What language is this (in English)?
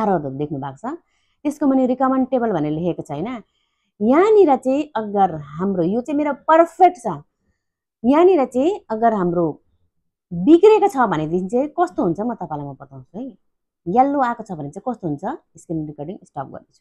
Nepali